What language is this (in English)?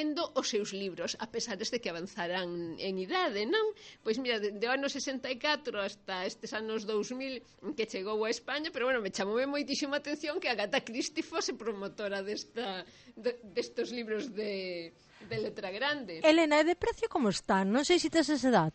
Galician